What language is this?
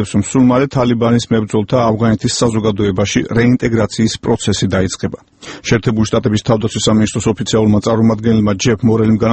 Georgian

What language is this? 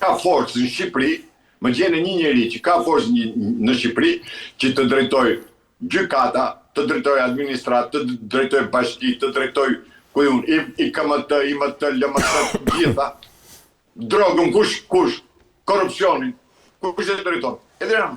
Albanian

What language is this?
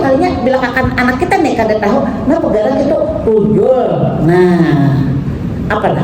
Banjar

